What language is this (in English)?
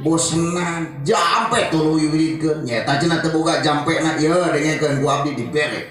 Sundanese